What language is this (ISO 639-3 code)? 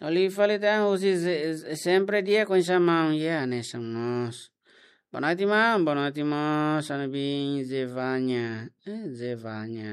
tet